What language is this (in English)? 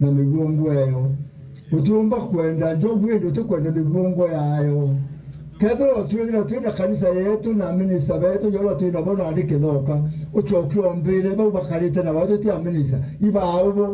Meru